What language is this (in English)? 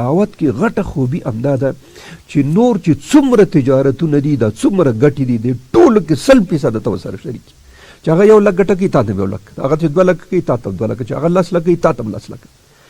Pashto